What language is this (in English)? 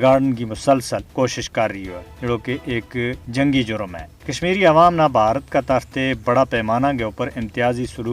Gujari